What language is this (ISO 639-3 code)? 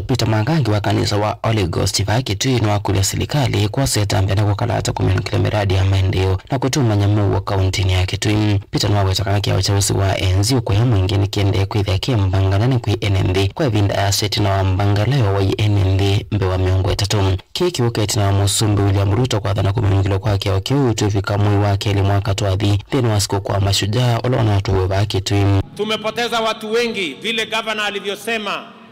kam